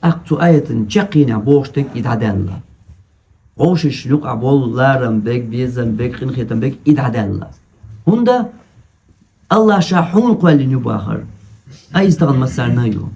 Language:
Chechen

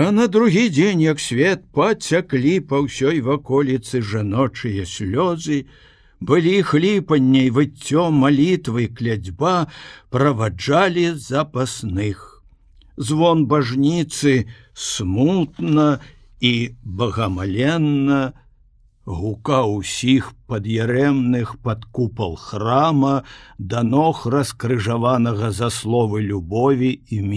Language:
Belarusian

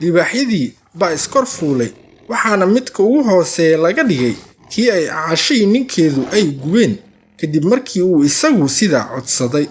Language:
Somali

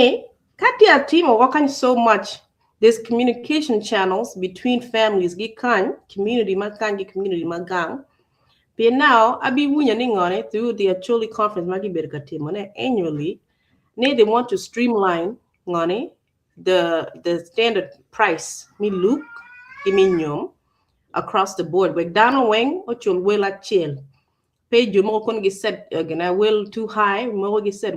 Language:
Acoli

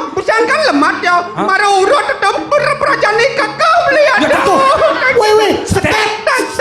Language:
Balinese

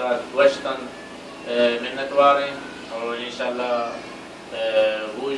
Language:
Baluchi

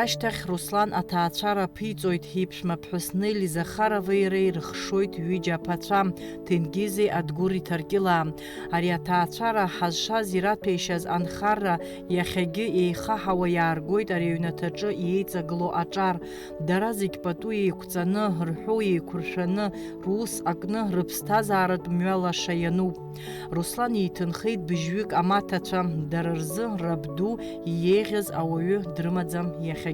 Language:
Abkhazian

